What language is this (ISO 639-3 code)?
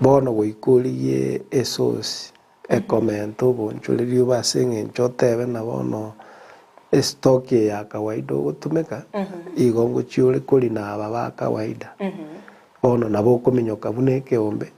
guz